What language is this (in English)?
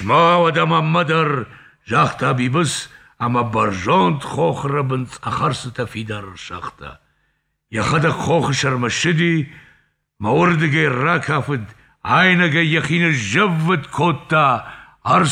Ossetic